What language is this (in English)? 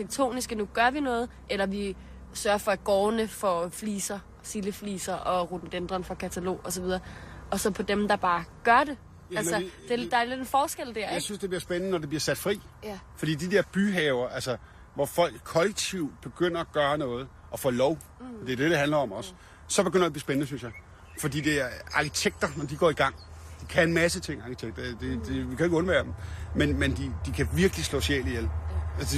Danish